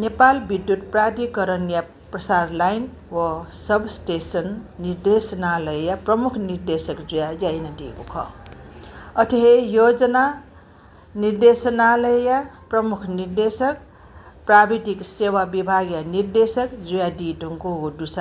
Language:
Newari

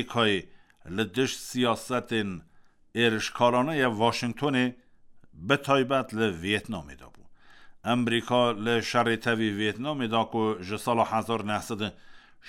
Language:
Kurdish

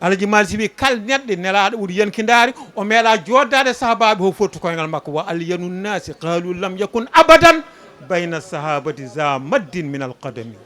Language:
Fula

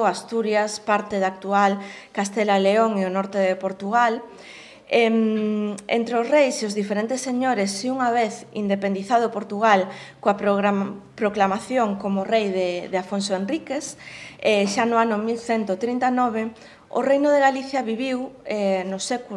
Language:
Galician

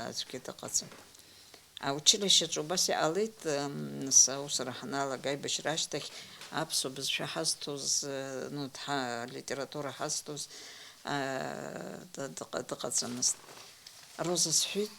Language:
Abkhazian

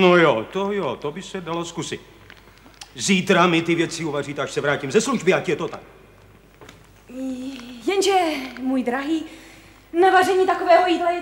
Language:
Czech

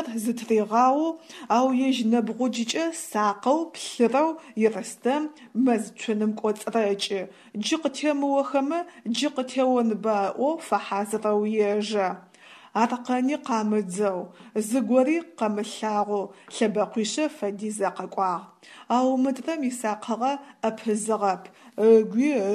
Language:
Adyghe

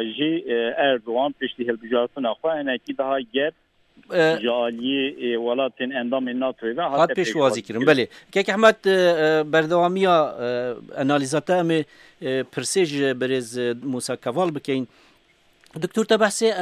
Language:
Kurdish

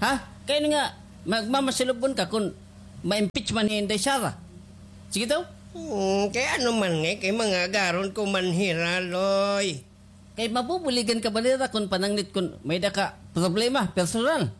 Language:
Waray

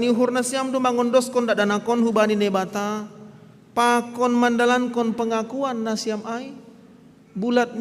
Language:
Batak Simalungun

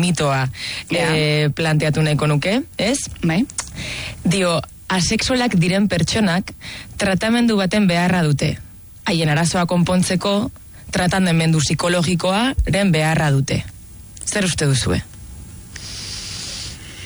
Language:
Basque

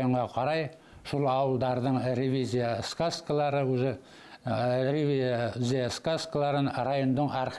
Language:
Bashkir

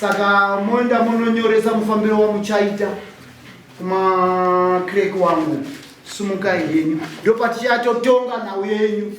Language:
Shona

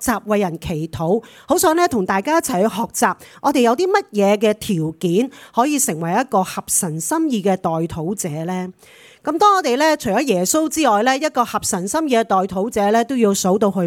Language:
Cantonese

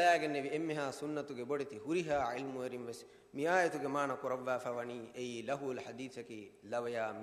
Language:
Divehi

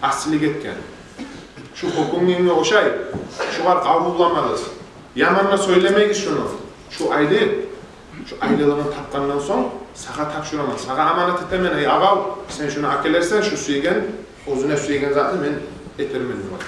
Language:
Kumyk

